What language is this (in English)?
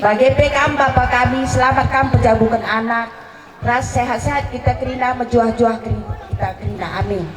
Batak Karo